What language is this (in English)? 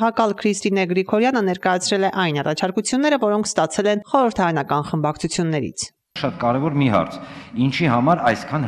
Armenian